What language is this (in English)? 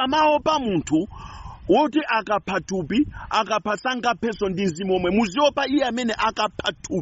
Nyanja